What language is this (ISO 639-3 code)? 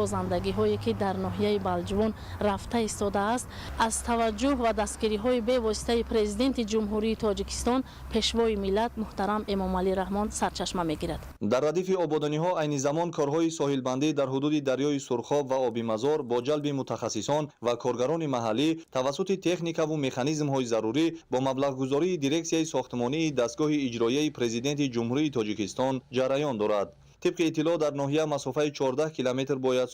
tgk